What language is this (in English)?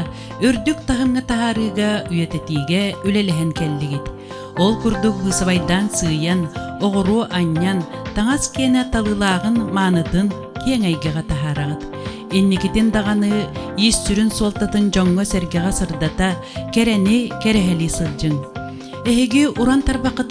Yakut